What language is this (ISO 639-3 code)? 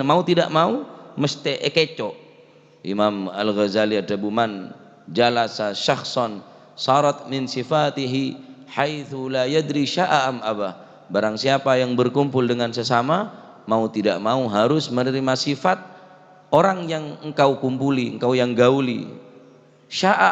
mad